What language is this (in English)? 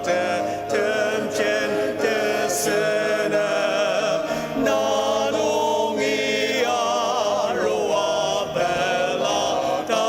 Ao Naga